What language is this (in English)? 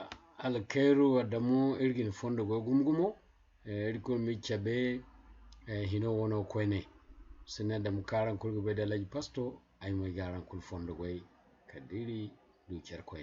Zarma